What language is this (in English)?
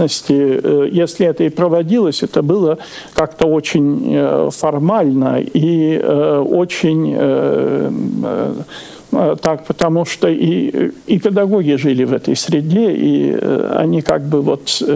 Russian